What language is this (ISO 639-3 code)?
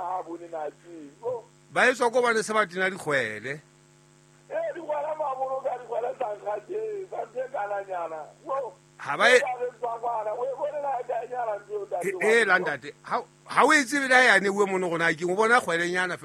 sot